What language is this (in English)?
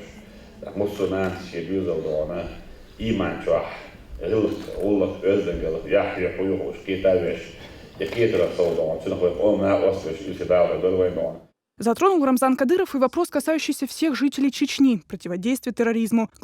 Chechen